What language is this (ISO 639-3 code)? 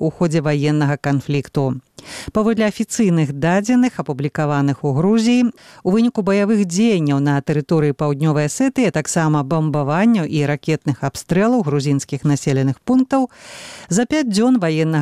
bel